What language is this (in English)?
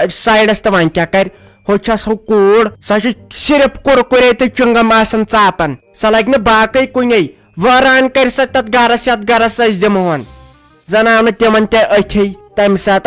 Kashmiri